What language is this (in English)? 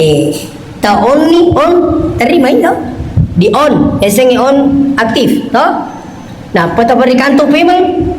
Buginese